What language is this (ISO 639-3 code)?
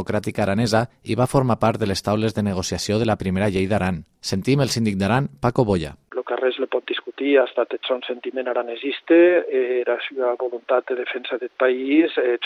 cat